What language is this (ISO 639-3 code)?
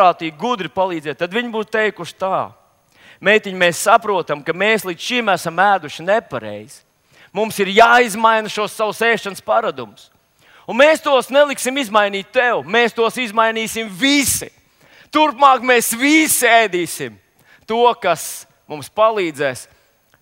lav